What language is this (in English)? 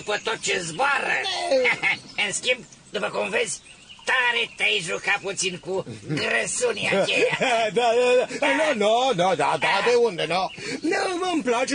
Romanian